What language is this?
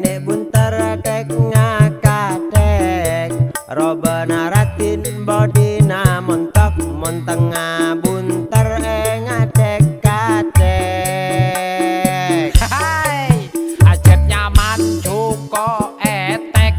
Madurese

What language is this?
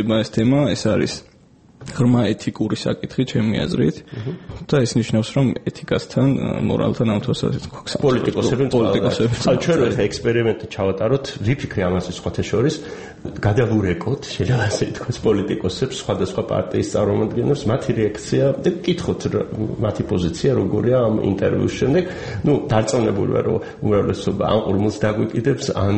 Georgian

